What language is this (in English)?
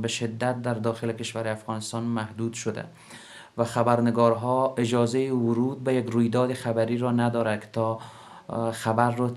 Pashto